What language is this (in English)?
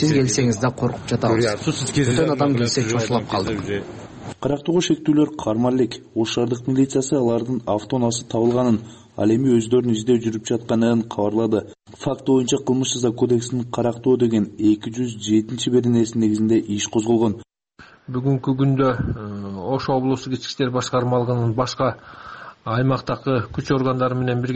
Kyrgyz